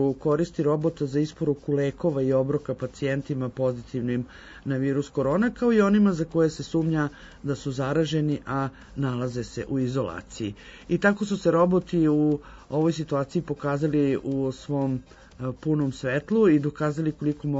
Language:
Serbian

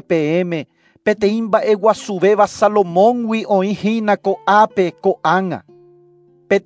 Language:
Guarani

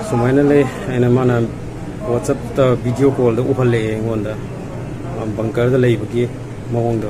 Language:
Manipuri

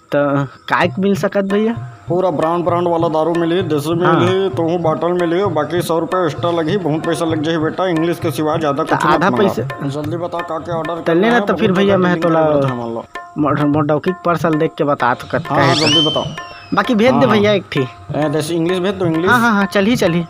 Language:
Chhattisgarhi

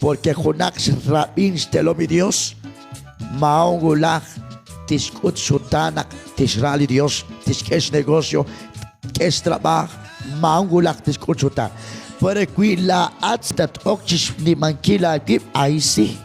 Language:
Kekchí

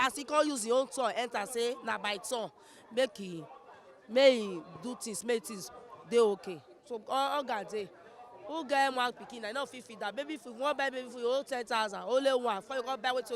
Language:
Nigerian Pidgin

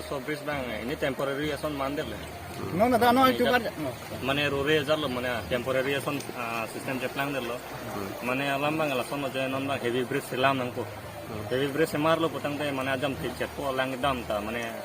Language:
Karbi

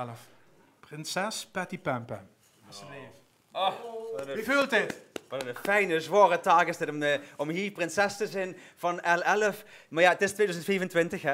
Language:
Limburgish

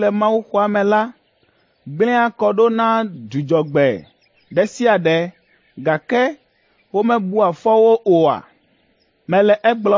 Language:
Ewe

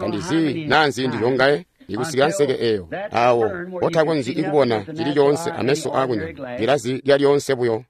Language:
Tonga (Zambia)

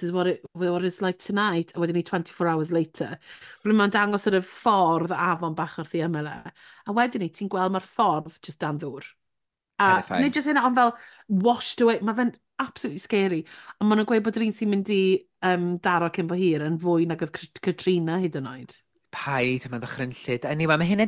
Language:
Welsh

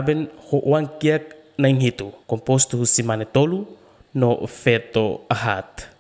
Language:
Tetum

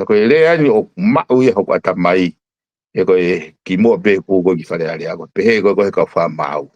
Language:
Tongan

